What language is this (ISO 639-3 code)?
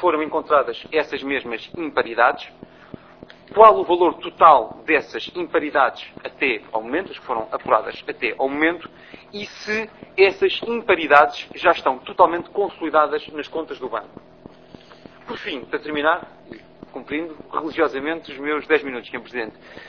por